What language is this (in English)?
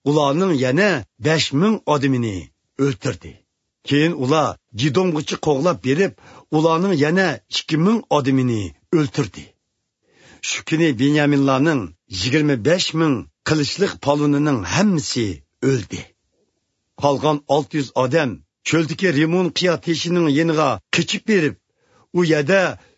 Uyghur